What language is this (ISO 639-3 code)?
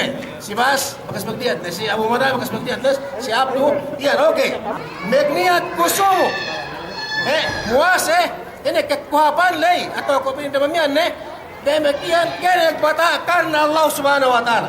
yka